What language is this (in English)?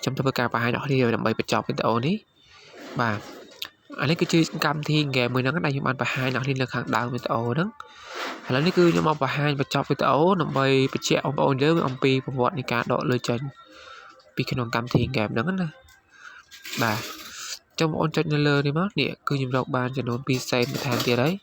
Khmer